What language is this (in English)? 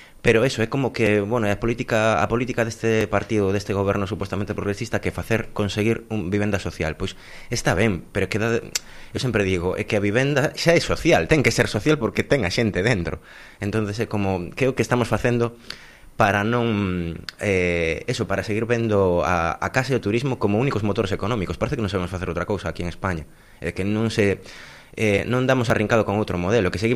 Galician